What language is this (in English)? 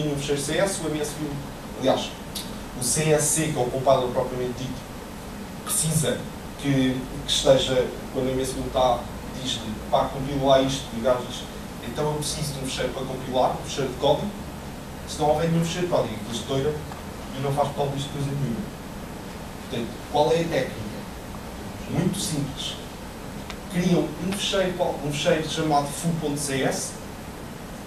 Portuguese